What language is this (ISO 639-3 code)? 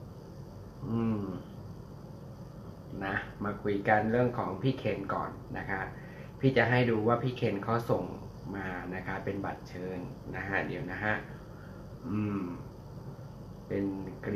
tha